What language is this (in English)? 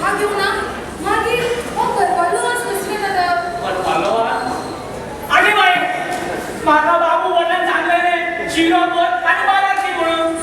Konkani